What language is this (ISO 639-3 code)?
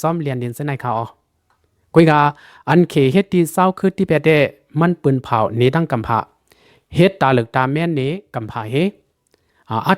shn